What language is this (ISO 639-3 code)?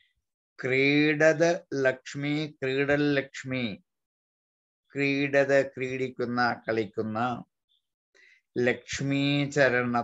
mal